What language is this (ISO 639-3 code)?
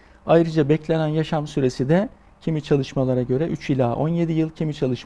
tur